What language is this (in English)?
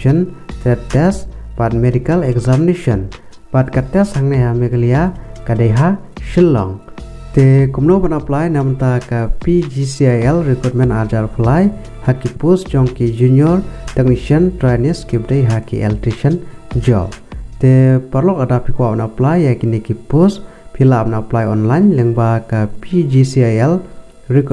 Khasi